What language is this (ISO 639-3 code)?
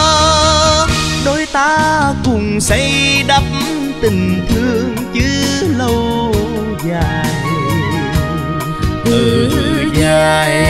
vie